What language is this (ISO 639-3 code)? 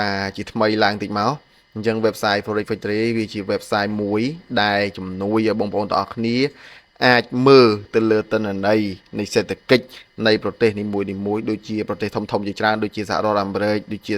khm